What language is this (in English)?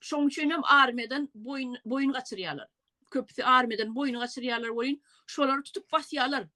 Turkmen